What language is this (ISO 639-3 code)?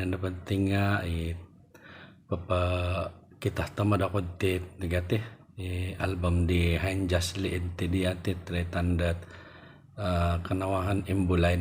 dtp